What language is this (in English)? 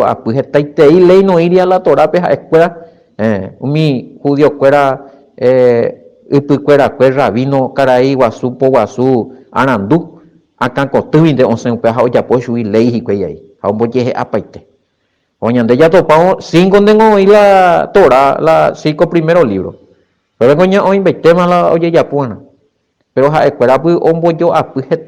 Guarani